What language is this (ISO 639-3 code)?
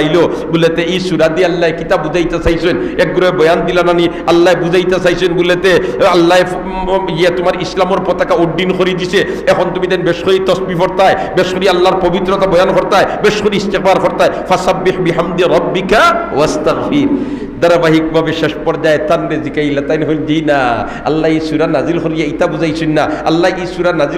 syl